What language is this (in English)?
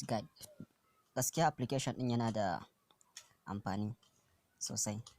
Hausa